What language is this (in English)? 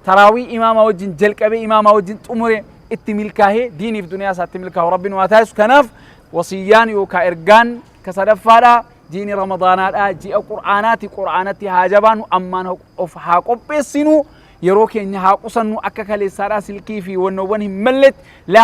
Oromo